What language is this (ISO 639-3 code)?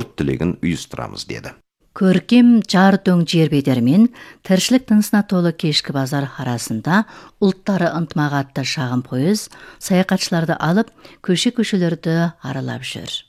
kaz